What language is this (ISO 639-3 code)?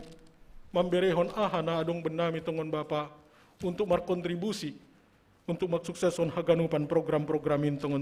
bts